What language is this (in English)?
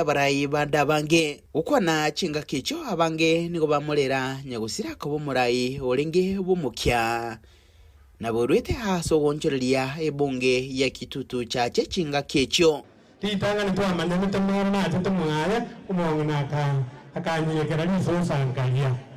Gusii